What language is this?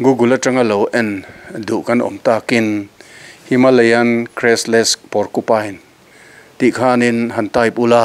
Mizo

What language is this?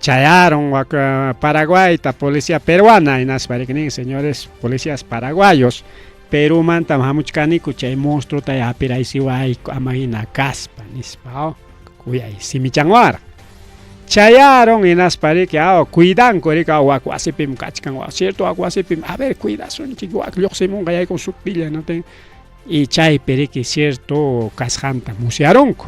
Ayacucho Quechua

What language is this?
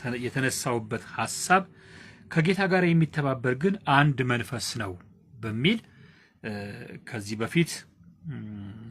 Amharic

